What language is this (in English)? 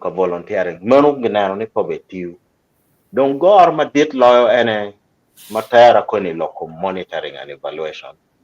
Acoli